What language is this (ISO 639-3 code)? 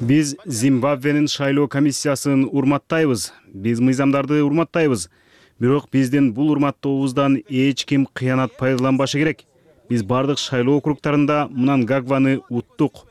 kir